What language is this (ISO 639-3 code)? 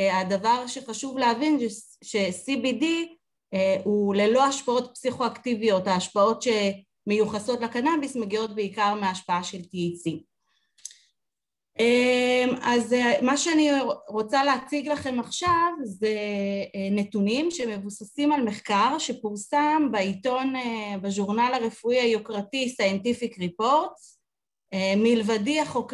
heb